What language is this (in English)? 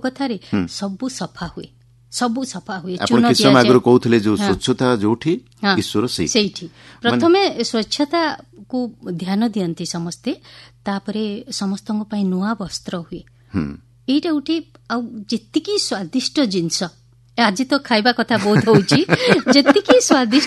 Odia